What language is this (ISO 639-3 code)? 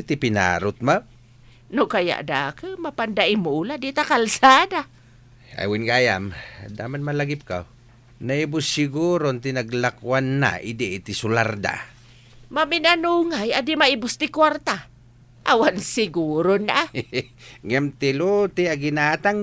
ilo